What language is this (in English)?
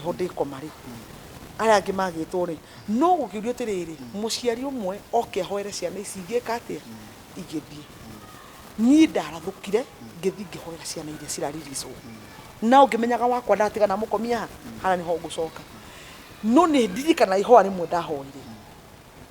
Kikuyu